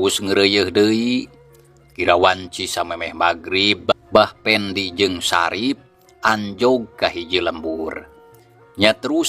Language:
Sundanese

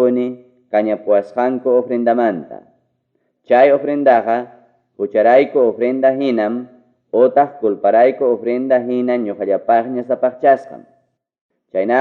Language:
Ayacucho Quechua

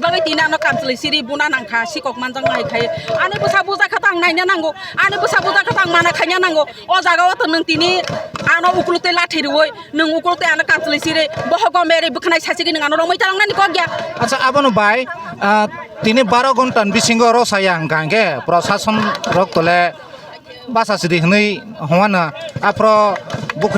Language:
Kok Borok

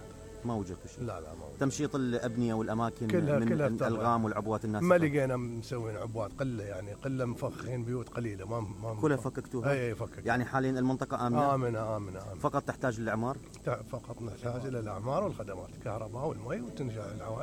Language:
Mesopotamian Arabic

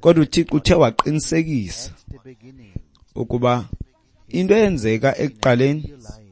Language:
Xhosa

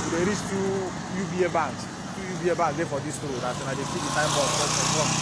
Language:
Nigerian Pidgin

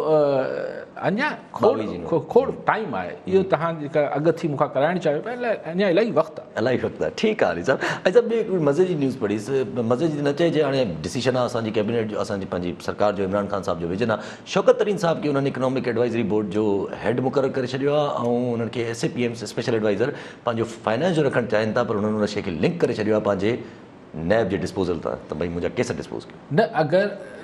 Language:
Sindhi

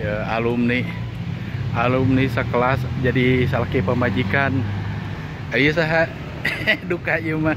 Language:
Sundanese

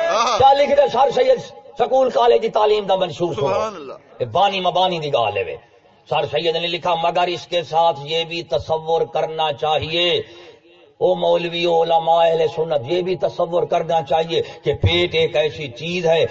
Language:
Saraiki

